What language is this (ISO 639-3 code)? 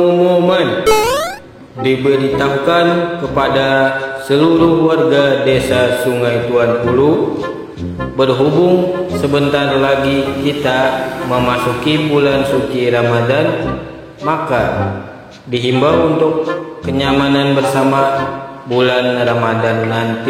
bjn